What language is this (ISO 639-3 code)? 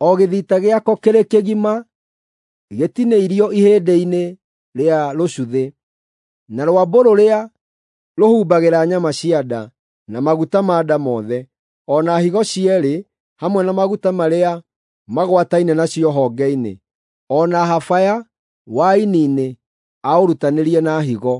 kik